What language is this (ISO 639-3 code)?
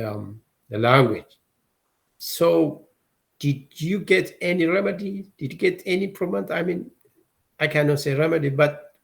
eng